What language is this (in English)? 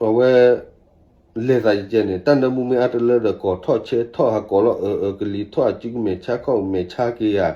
S'gaw Karen